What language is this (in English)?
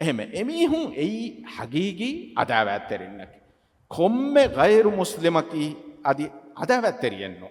Divehi